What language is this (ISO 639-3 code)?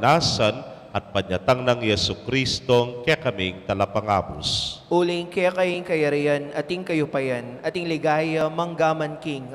pam